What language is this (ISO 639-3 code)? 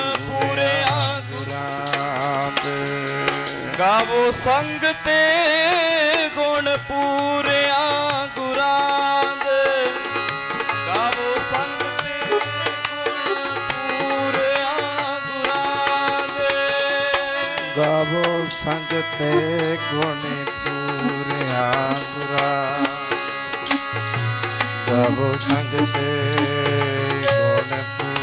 pan